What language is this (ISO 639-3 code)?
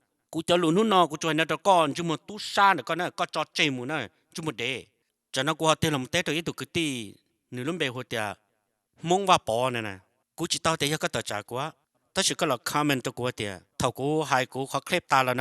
hmn